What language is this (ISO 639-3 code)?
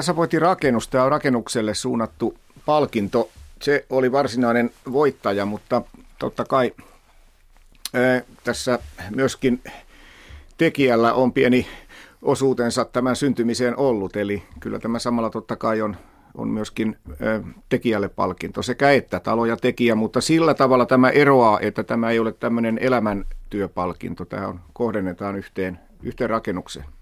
fin